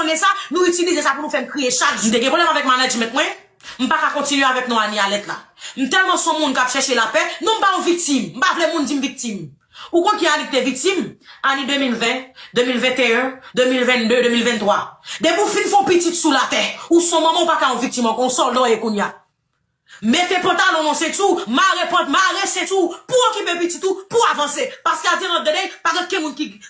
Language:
Haitian Creole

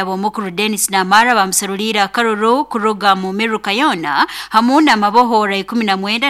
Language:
Nyoro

